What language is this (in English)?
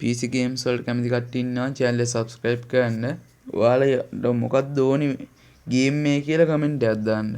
Sinhala